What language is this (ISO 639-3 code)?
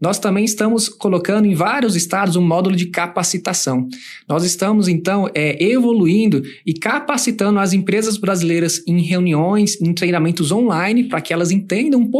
por